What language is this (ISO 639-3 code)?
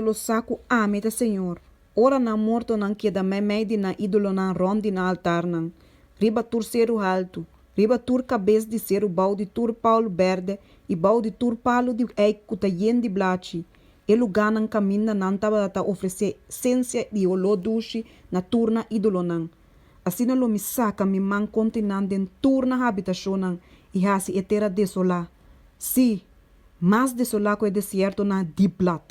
pap